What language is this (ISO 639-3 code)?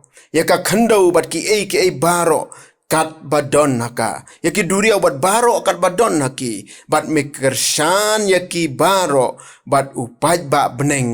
kha